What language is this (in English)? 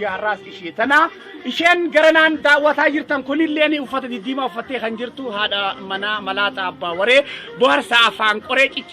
Oromo